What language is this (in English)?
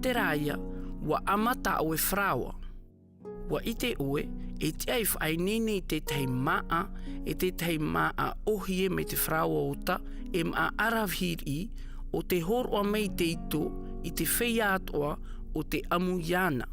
Tahitian